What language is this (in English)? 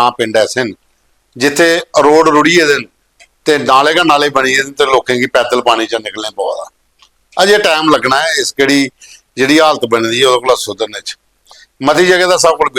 Dogri